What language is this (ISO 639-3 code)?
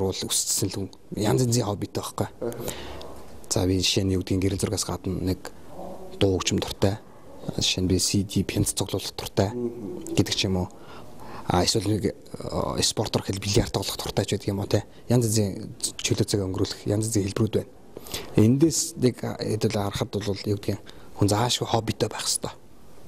mon